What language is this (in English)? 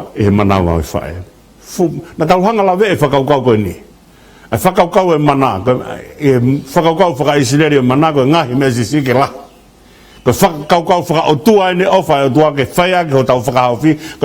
Tongan